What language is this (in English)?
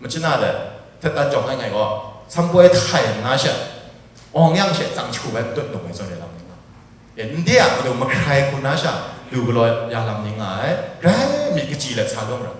Kachin